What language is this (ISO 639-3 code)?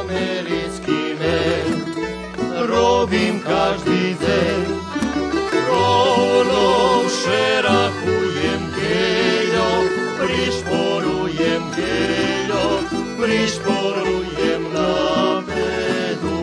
rue